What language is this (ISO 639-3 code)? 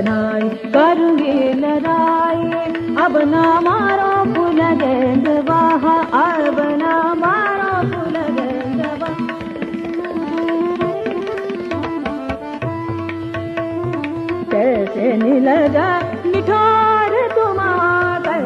bho